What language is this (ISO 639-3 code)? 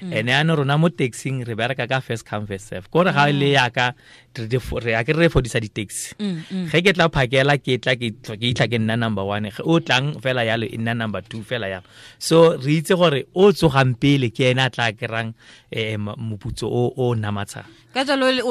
tsn